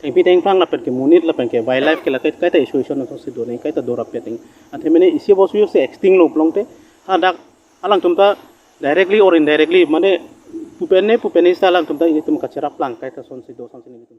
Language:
Karbi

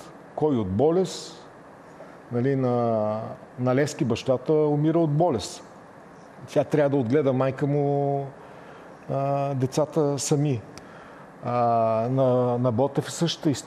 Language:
Bulgarian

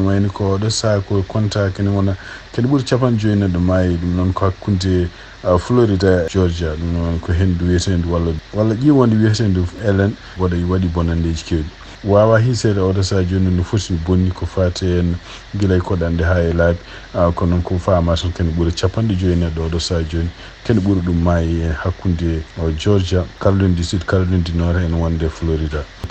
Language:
Fula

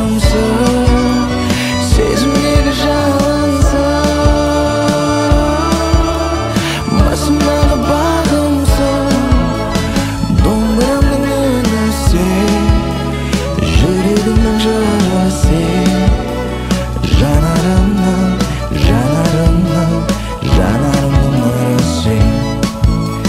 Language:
Kazakh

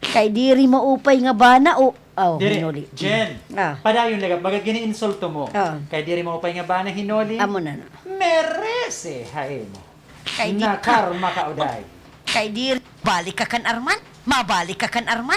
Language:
Waray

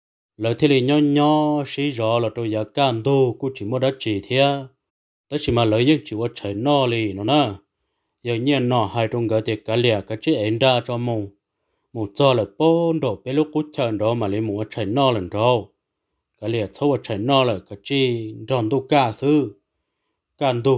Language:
Hmong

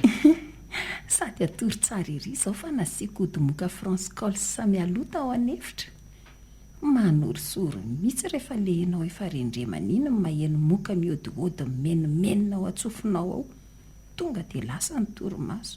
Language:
Malagasy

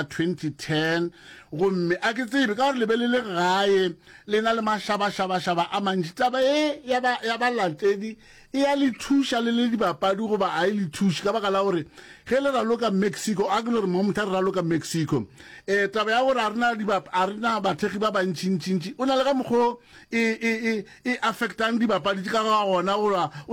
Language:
Northern Sotho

